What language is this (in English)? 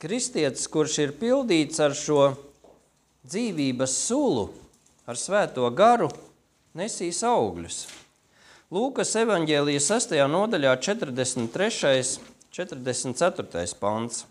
Latvian